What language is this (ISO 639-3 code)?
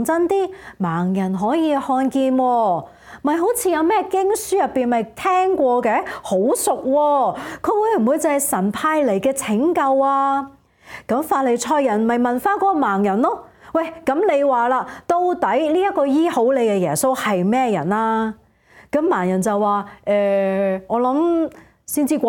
yue